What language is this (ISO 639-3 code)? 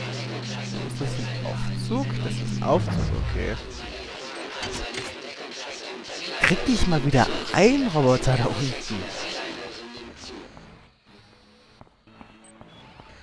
deu